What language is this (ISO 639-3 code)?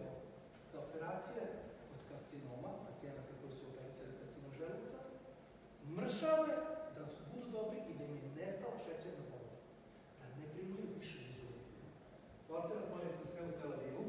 srp